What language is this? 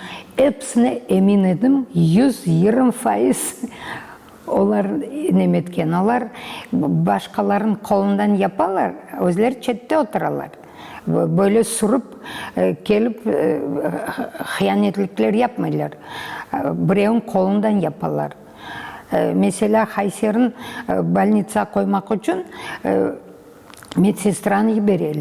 Crimean Tatar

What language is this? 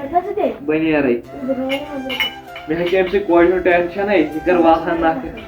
Kashmiri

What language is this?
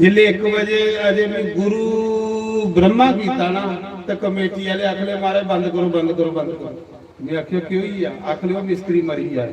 Dogri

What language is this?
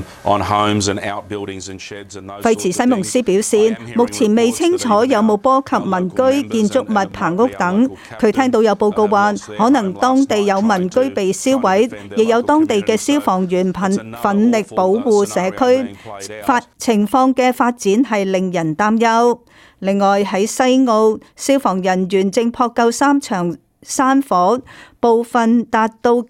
Cantonese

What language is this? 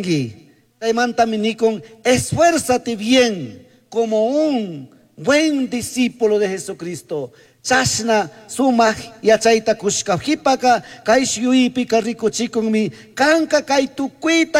Chimborazo Highland Quichua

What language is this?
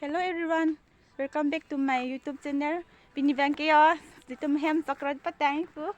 Karbi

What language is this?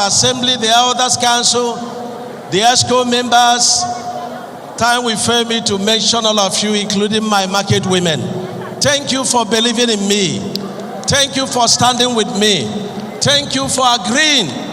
Nigerian Pidgin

